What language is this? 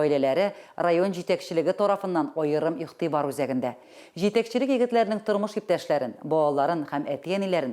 Tatar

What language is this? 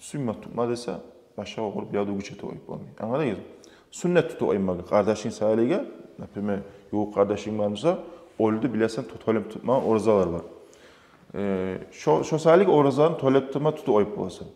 Kumyk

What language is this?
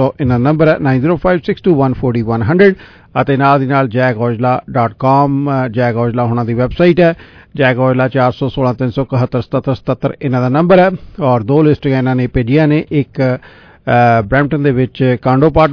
Punjabi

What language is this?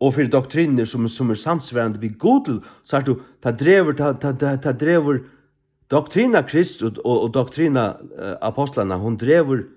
Faroese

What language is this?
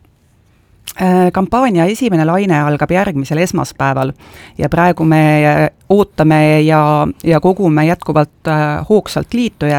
Estonian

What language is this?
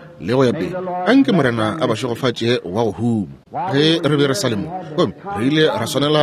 Northern Sotho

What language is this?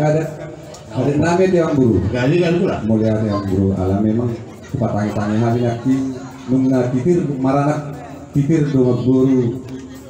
Batak Toba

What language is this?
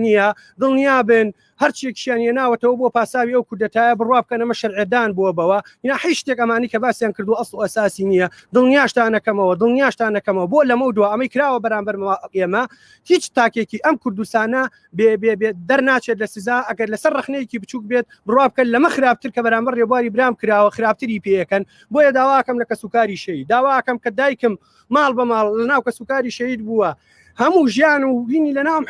Central Kurdish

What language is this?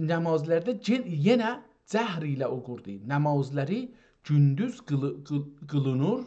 South Azerbaijani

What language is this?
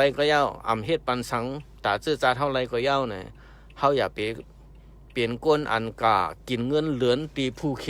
Shan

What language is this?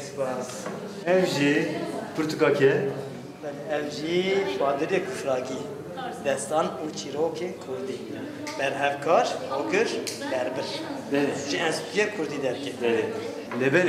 Kurdish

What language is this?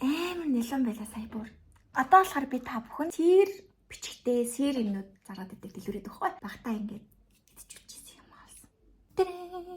Mongolian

